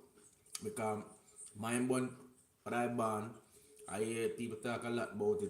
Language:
Jamaican Creole English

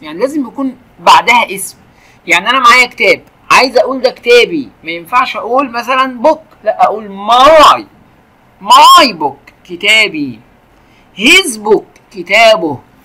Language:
Egyptian Arabic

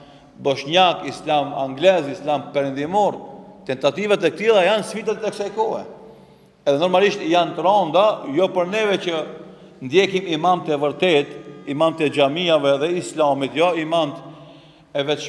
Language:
Albanian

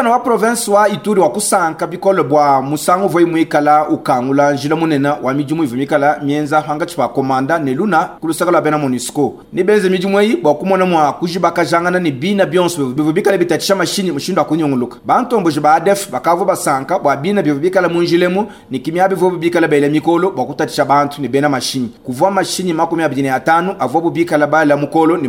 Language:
Luba-Lulua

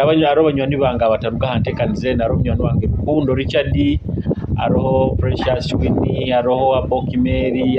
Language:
Nyoro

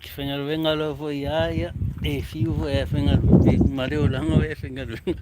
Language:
Samoan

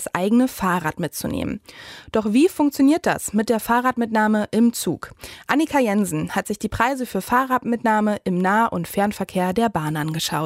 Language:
German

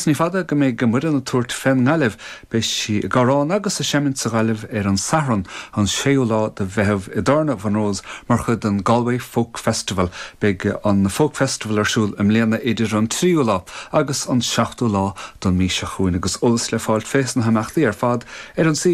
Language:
Irish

